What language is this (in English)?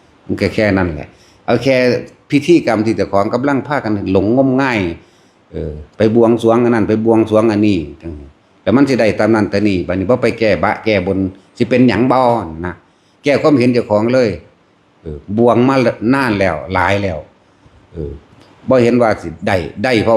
Northeastern Thai